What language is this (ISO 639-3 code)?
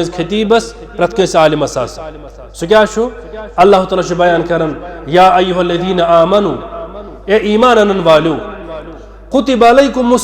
kas